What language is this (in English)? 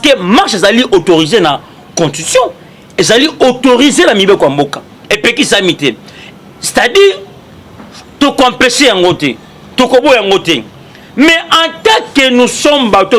Lingala